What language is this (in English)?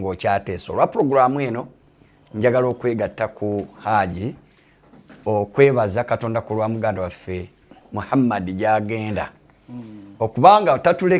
Ganda